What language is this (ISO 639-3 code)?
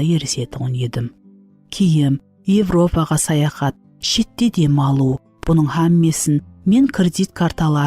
kaa